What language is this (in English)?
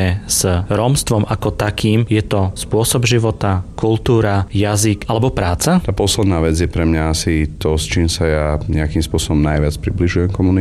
Slovak